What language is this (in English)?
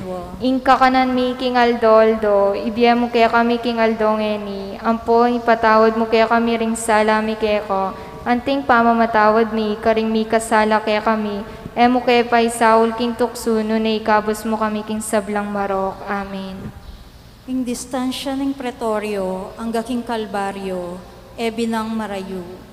Pampanga